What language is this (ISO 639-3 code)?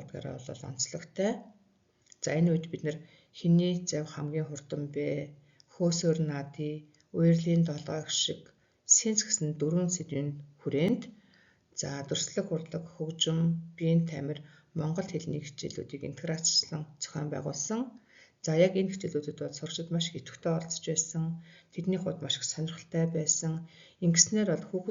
mon